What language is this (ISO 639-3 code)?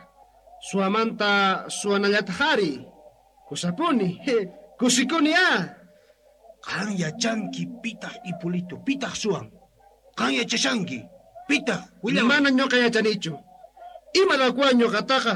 quh